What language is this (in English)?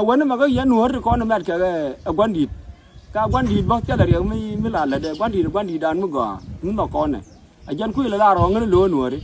Nuer